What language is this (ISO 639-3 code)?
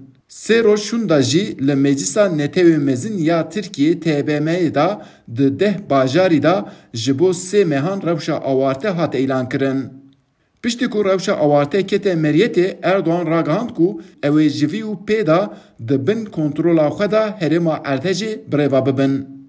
kur